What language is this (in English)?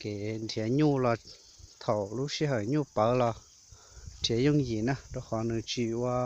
Hmong